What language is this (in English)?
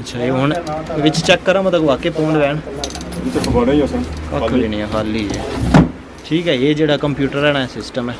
Pahari-Potwari